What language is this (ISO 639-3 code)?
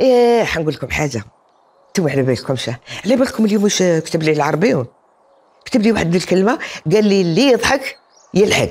arq